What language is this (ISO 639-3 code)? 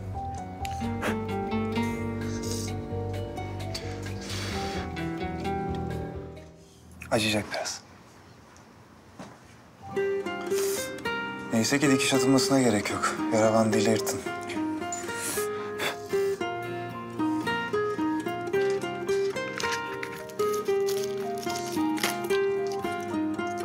tur